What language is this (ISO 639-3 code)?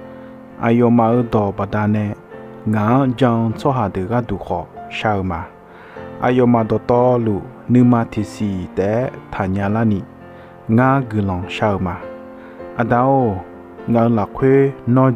ahk